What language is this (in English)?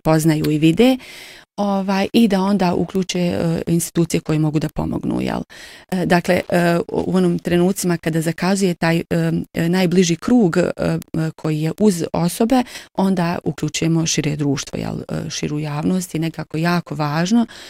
Bosnian